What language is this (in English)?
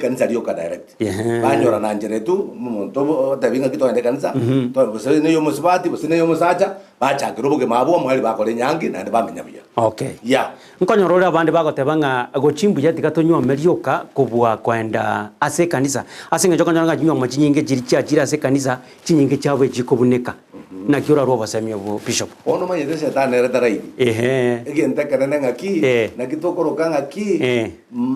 Gusii